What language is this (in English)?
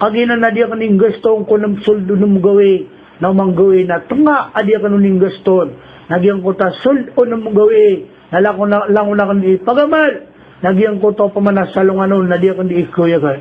Maranao